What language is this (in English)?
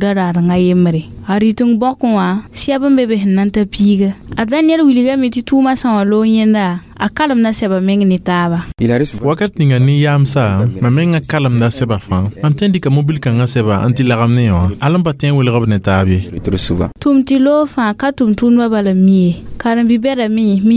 Mossi